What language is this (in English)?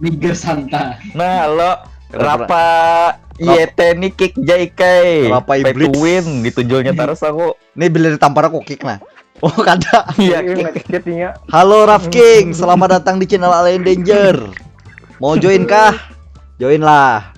Banjar